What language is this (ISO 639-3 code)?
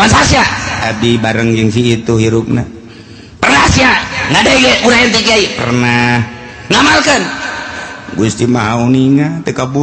sun